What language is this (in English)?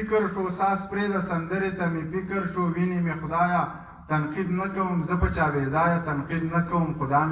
Pashto